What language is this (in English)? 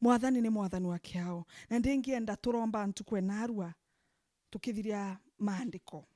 Meru